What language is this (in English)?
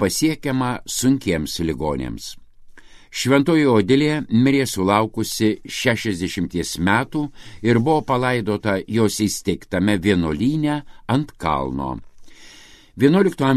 Lithuanian